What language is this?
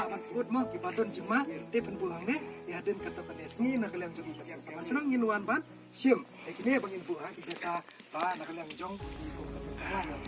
Khasi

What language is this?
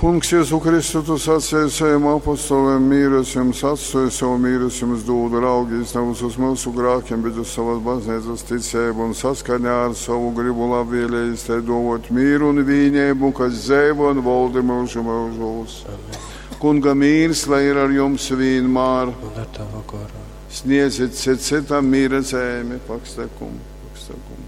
Latgalian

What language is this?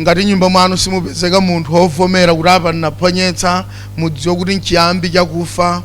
Nyanja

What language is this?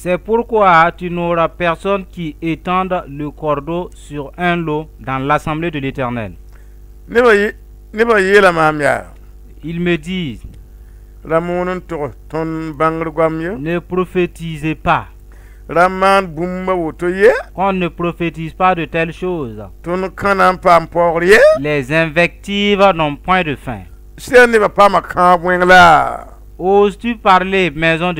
Mossi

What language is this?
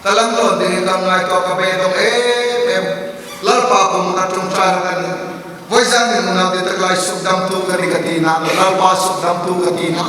Hmar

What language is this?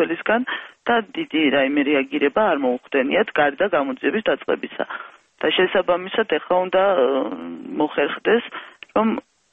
Georgian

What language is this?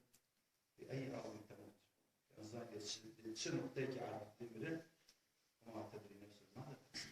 Kurdish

